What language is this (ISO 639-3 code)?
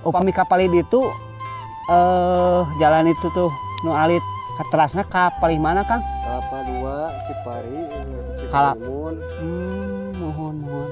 sun